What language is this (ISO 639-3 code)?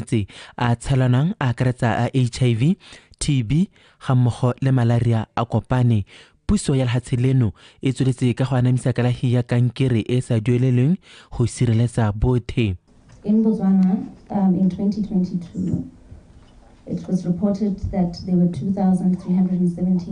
tsn